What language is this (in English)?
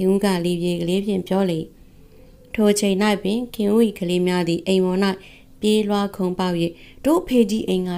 Burmese